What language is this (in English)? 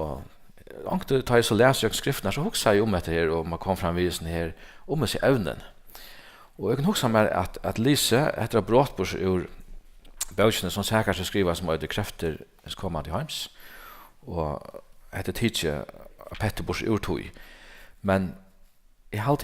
Faroese